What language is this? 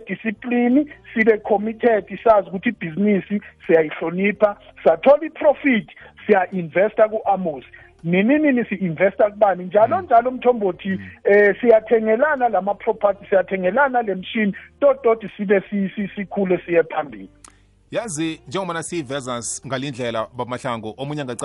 South Ndebele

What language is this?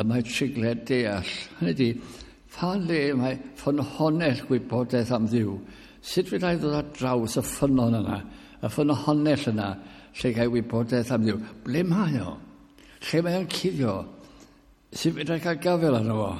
Welsh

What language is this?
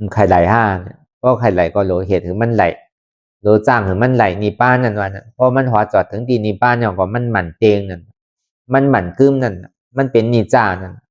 Shan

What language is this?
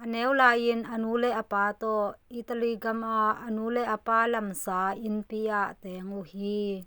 Tedim Chin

